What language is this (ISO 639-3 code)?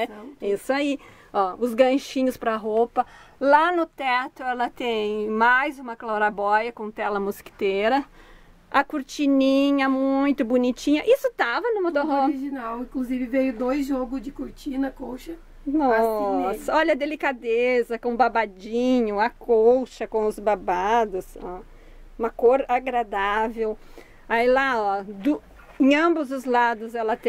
por